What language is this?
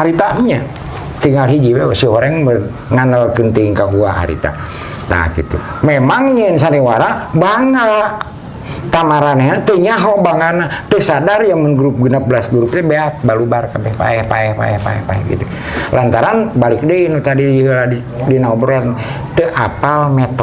Sundanese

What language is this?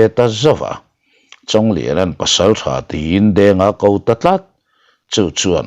Mizo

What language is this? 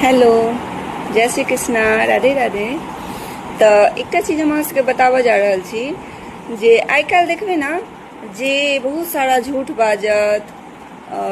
Maithili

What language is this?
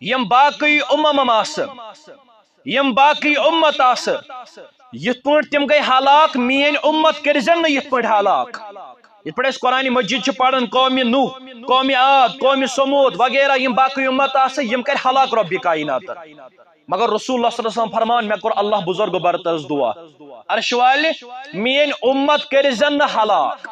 Kashmiri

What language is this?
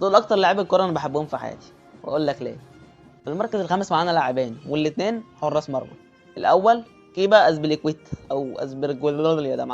Egyptian Arabic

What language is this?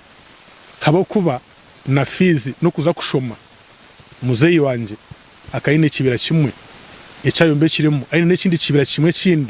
Nyankole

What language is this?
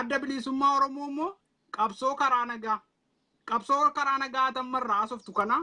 Oromo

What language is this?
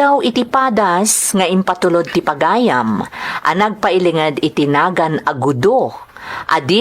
Iloko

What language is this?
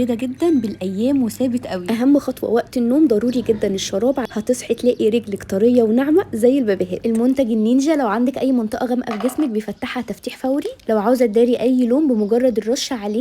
Egyptian Arabic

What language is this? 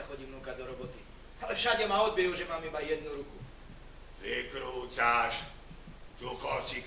Slovak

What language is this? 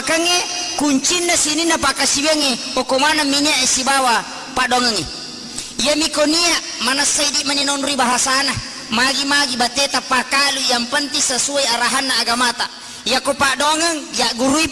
Buginese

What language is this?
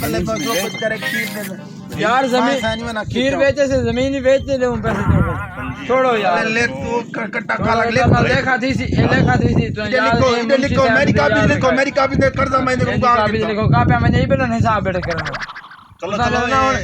Saraiki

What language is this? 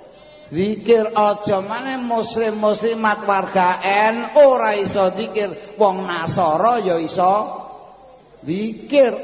Javanese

